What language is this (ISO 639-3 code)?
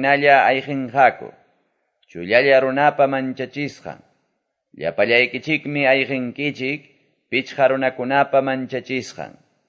que